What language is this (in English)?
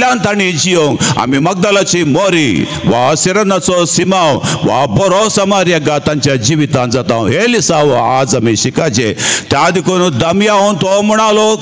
Konkani